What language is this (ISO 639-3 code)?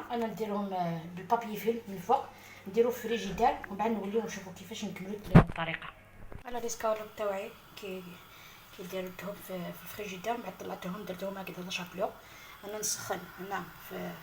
arq